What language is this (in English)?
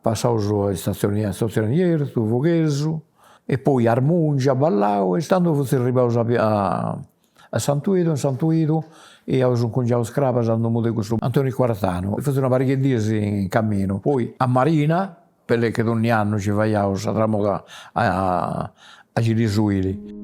Sardinian